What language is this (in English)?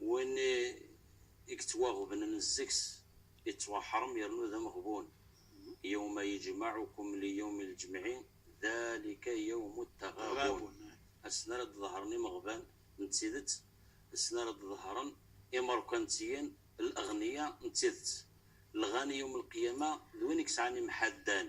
Kabyle